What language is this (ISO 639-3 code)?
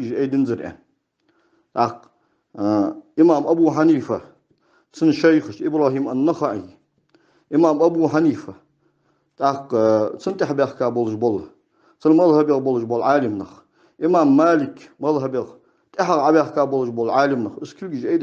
inh